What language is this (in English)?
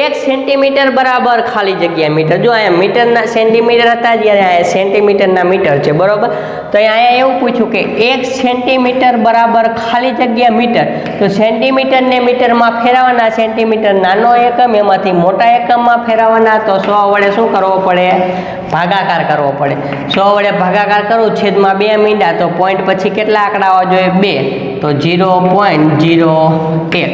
Gujarati